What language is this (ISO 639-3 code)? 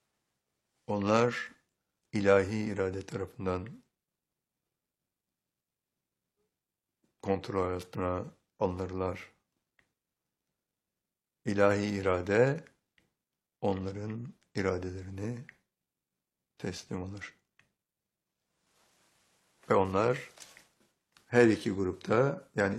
tur